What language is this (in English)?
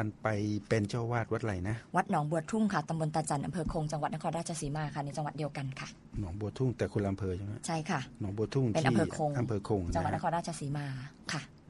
Thai